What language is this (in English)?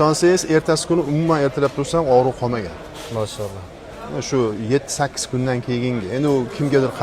Uzbek